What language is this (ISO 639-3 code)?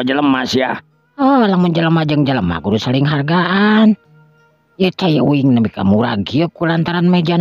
sun